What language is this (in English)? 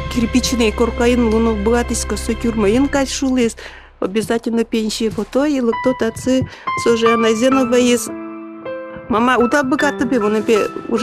Udmurt